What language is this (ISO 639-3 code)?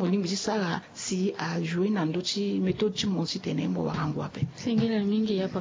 sag